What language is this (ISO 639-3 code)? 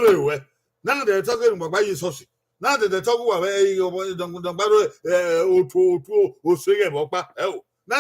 bin